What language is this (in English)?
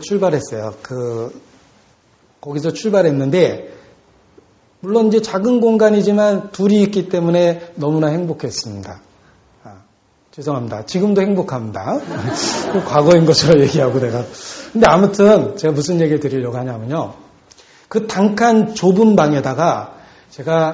Korean